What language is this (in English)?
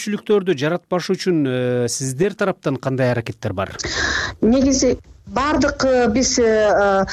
Kyrgyz